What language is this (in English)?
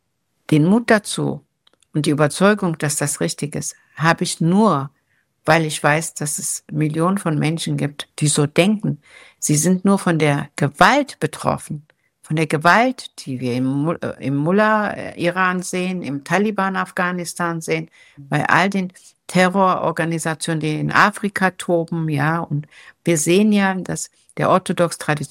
German